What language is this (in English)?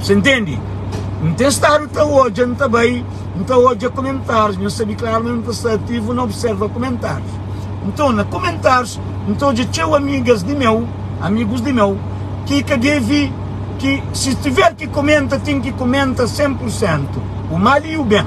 Kabuverdianu